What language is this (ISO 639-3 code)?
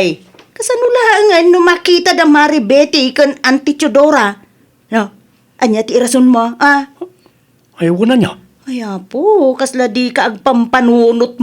ilo